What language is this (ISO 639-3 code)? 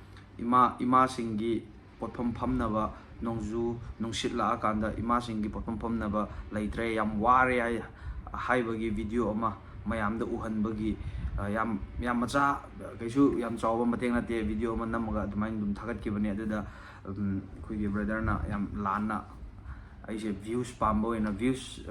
mni